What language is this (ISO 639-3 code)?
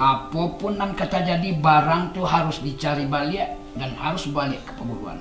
min